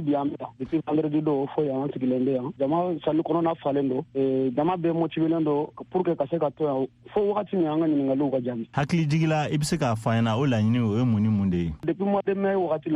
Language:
Bambara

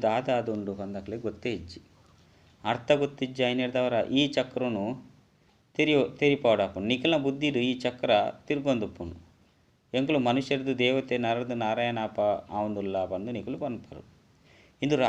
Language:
Tulu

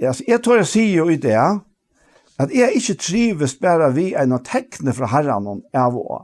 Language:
Faroese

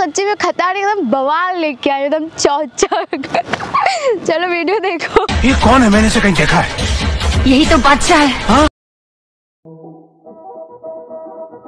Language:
Hindi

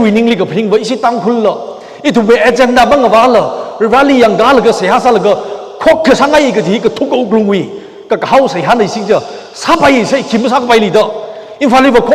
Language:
Tangkhul Naga (India)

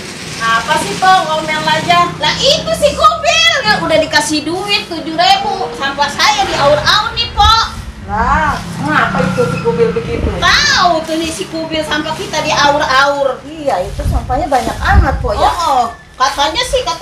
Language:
Betawi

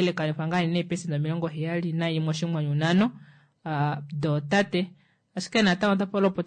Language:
Kuanyama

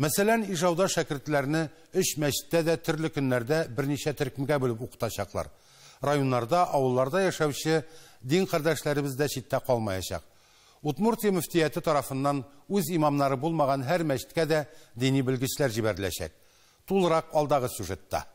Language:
Tatar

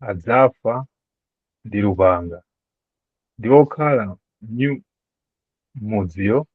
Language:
Nyanja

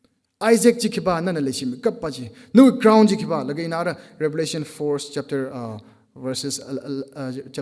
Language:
Tangkhul Naga (India)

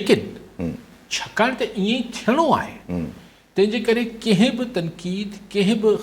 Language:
Sindhi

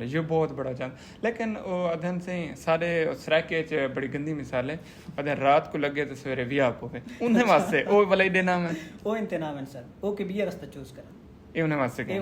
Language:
Saraiki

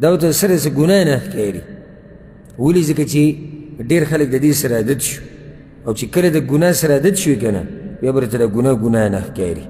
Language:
Pashto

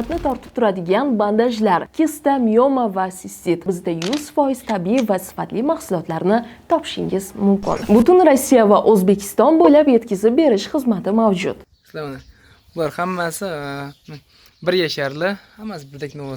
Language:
Uzbek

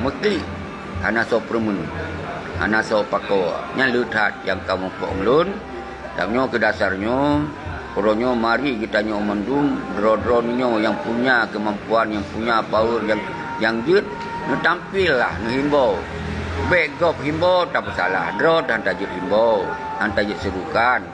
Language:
Achinese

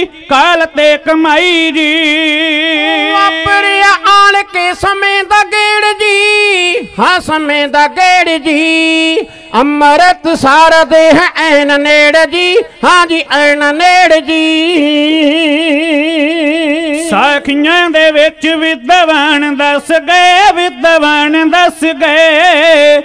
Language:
Punjabi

